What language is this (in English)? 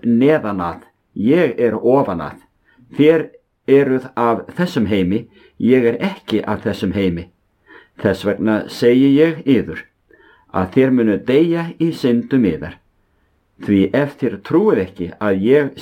Icelandic